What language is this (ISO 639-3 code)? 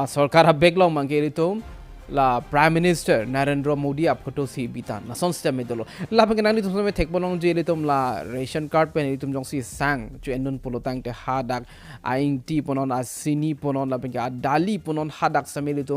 mjw